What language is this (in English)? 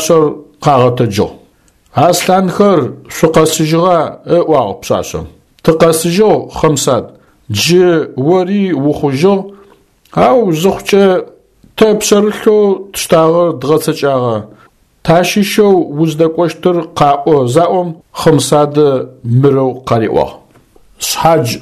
Adyghe